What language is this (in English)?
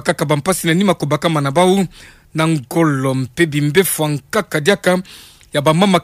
Kituba (Democratic Republic of Congo)